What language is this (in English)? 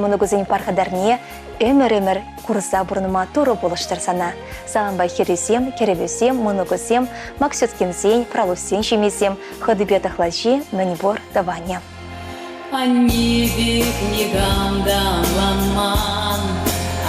Chuvash